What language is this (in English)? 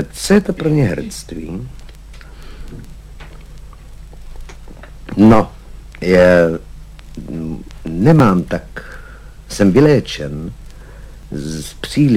Czech